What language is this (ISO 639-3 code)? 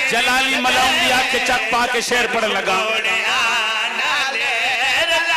phr